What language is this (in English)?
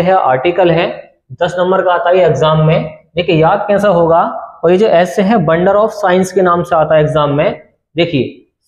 Hindi